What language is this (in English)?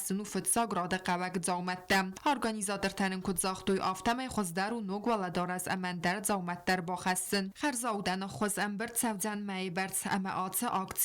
Ossetic